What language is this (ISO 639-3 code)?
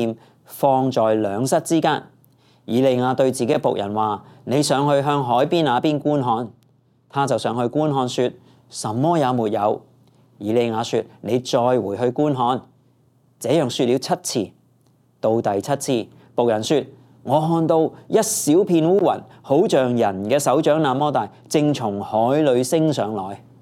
yue